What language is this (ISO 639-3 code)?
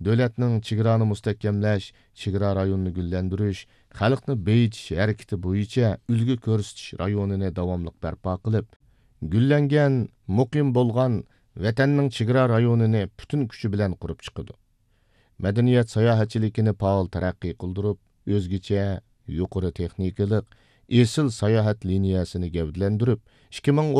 uig